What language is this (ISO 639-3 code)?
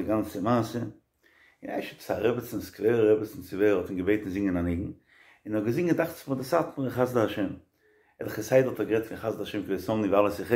yid